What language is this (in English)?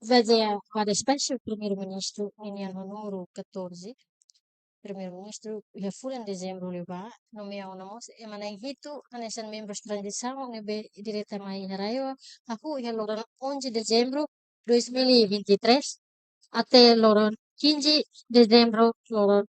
Tetum